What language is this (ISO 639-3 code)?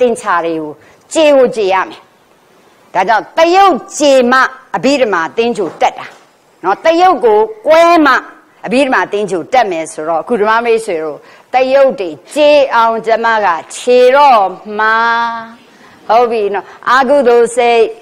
mya